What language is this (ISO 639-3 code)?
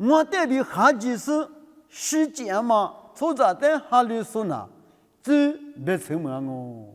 lis